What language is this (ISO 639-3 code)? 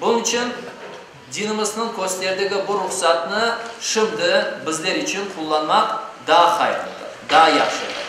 crh